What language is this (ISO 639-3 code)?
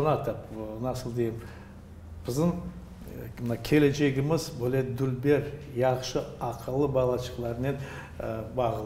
crh